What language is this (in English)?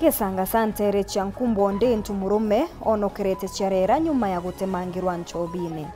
Meru